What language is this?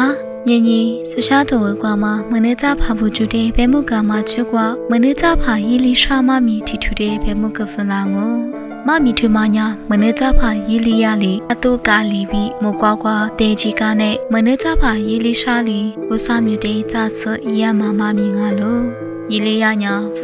Lisu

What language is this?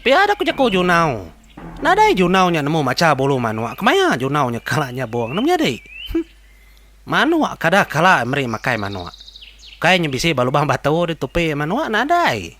Iban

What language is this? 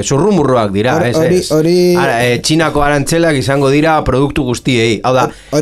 Basque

